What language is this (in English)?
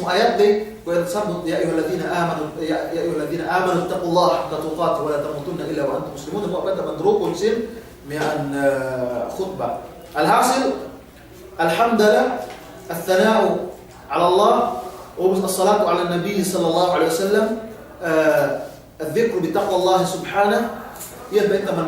Yakan